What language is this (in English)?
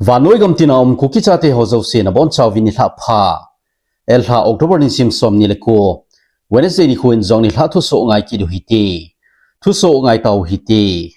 Thado Chin